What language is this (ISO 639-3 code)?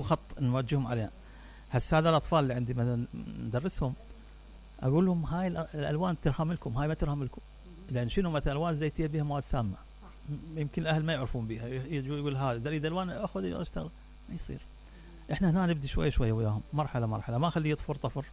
acm